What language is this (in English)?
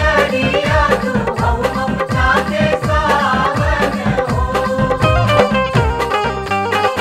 Bhojpuri